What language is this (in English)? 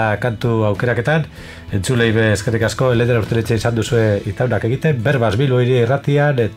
Basque